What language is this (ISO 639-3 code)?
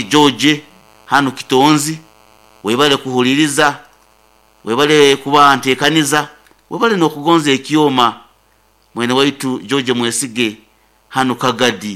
nyo